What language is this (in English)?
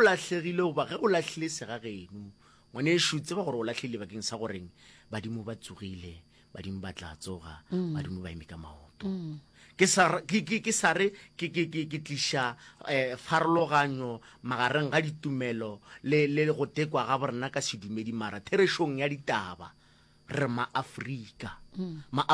Northern Sotho